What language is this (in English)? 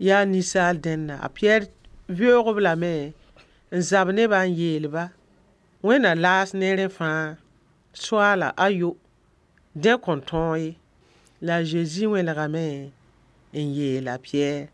Mossi